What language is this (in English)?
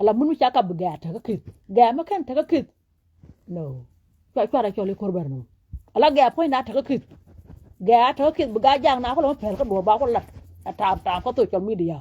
Nuer